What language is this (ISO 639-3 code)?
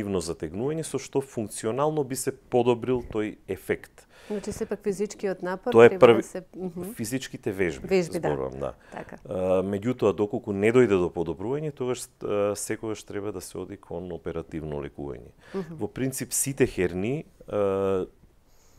mkd